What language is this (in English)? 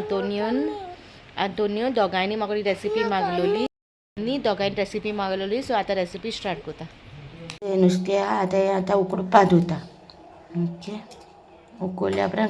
Konkani